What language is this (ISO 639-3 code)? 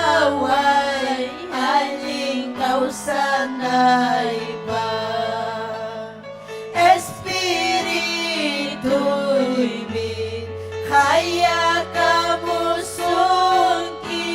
quy